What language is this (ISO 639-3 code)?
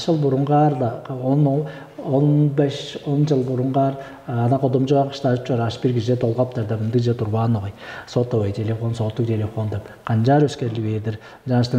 tyv